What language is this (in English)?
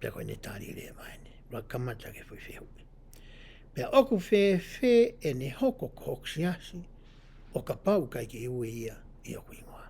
Tongan